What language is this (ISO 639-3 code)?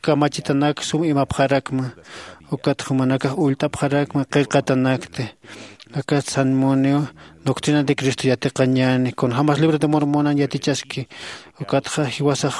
aym